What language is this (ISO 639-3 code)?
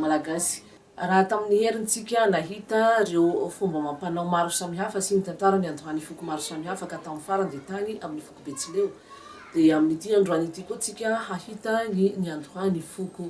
mlg